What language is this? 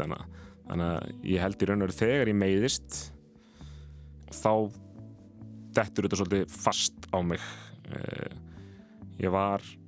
Icelandic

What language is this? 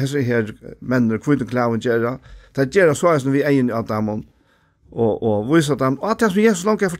Faroese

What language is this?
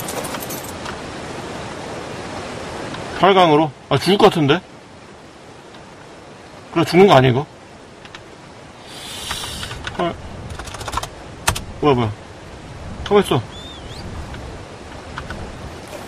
Korean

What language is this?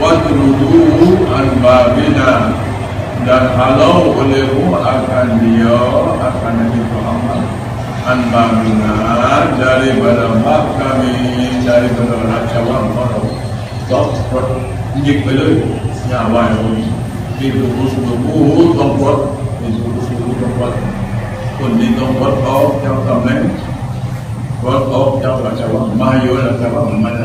Malay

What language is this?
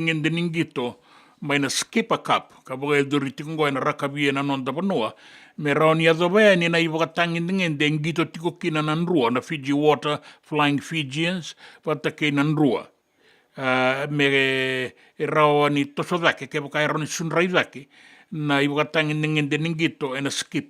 Fijian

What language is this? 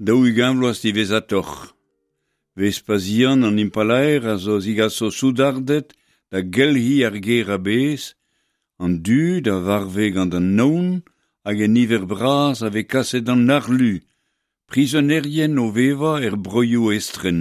Breton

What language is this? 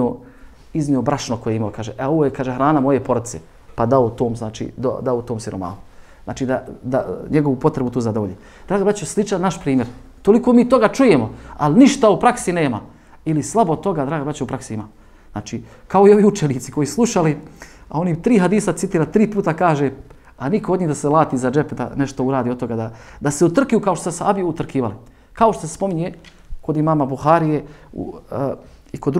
Bosnian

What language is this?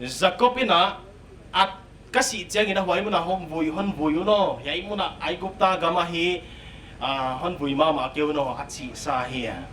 Paite Chin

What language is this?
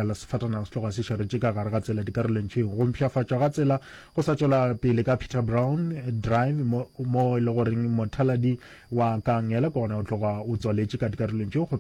Northern Sotho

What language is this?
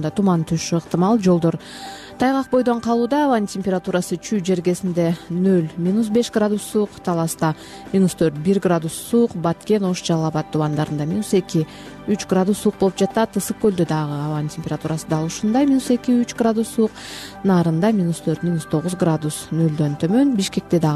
Kyrgyz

